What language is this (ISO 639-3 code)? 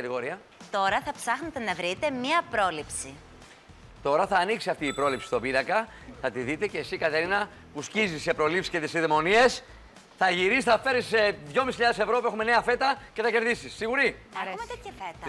ell